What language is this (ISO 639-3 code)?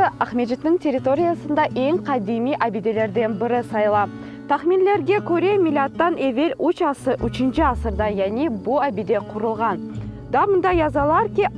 crh